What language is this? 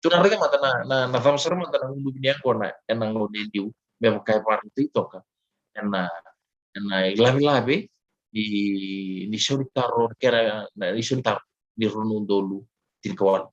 Fijian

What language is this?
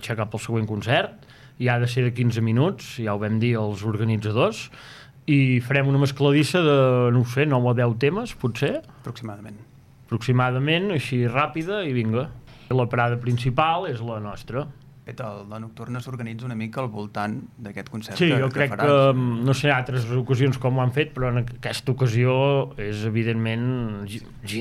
Catalan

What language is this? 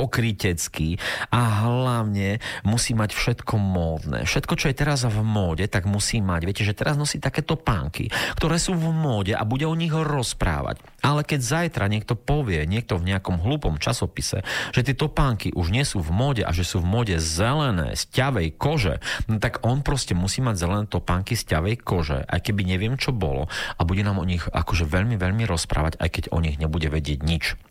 Slovak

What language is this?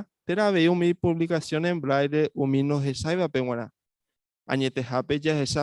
Guarani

